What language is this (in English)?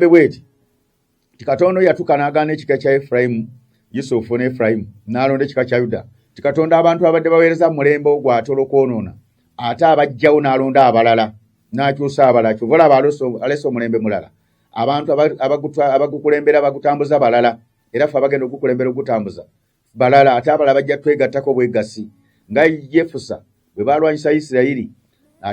Ganda